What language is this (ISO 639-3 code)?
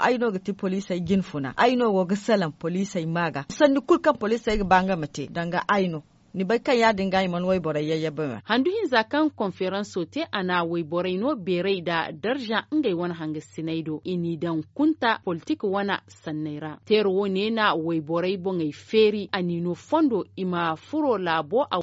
dje